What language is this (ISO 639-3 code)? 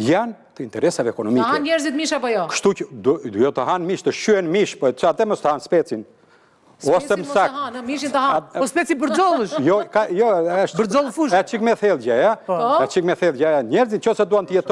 sqi